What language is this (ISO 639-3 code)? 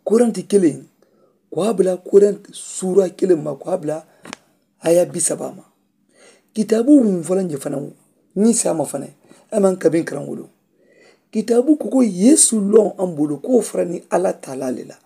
man